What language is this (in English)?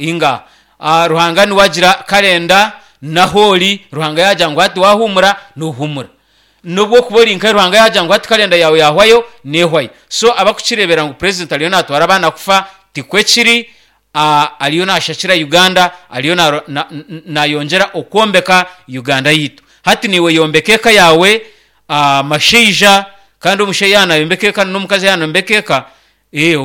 Nyankole